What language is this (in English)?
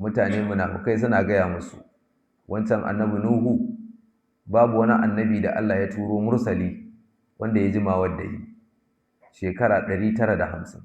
Hausa